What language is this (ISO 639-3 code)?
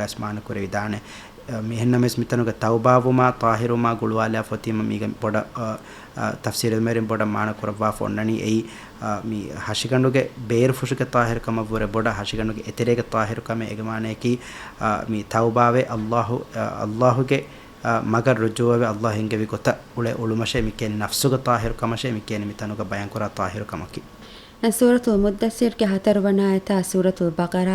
div